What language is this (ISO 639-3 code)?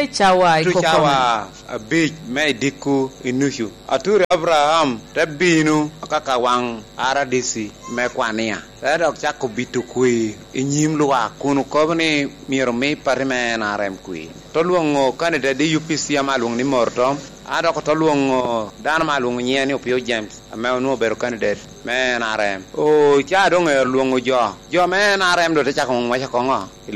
laj